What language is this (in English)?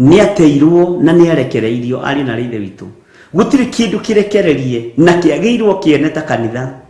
Kikuyu